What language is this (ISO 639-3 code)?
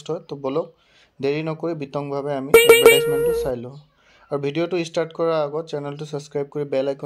asm